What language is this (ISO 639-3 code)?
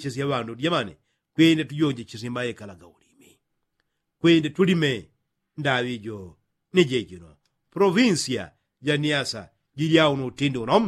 yao